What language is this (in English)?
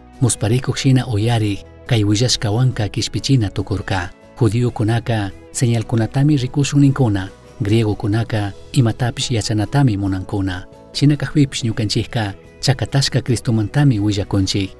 Chimborazo Highland Quichua